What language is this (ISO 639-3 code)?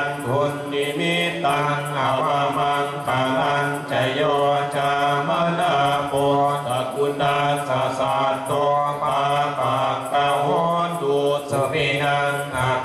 pli